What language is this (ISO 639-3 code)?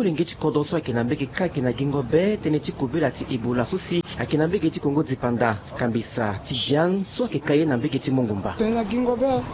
sag